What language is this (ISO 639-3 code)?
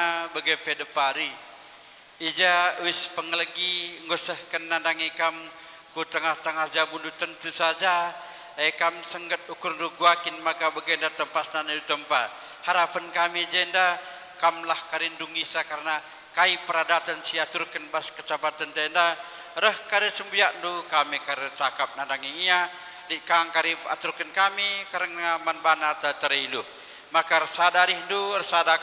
btx